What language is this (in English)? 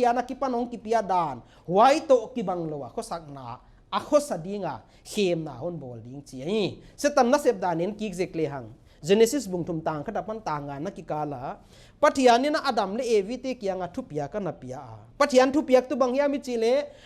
Paite Chin